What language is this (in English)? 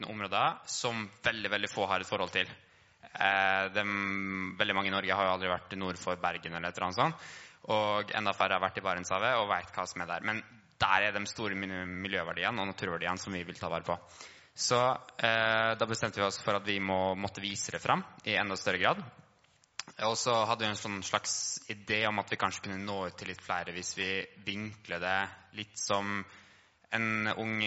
Norwegian